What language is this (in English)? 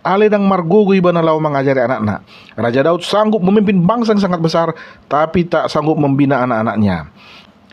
Batak Toba